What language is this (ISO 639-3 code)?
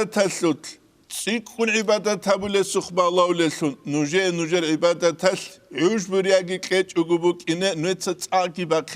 ava